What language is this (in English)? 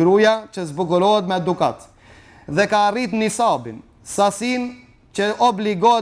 Albanian